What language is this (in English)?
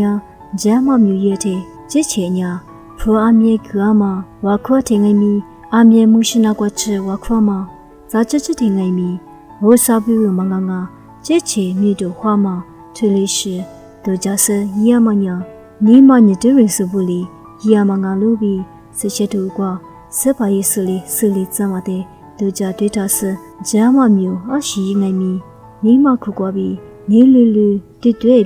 Lisu